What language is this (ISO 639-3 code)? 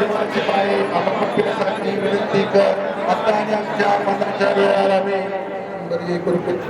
kok